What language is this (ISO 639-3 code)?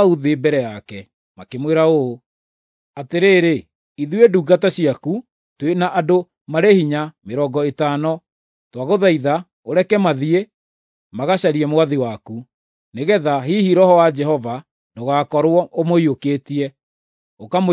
kik